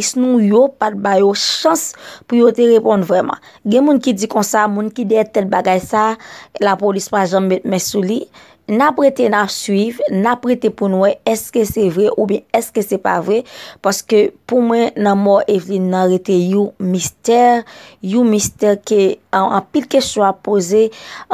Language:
Haitian Creole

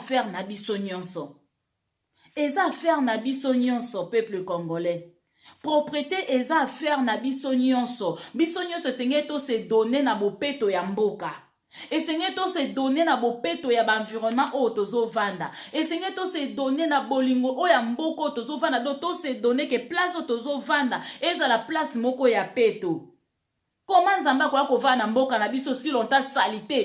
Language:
Lingala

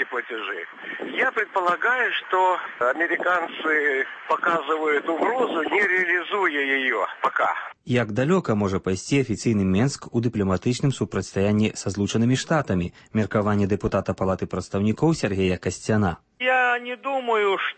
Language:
Belarusian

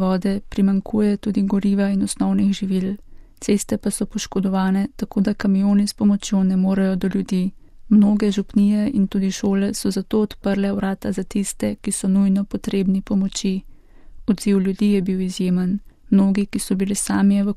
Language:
Slovenian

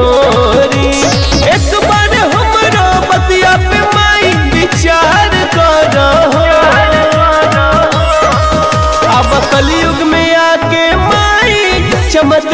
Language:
Bhojpuri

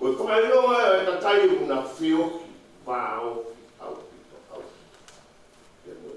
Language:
Tongan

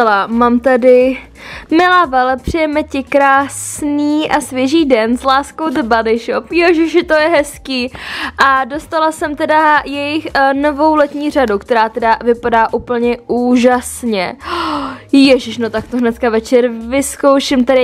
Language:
Czech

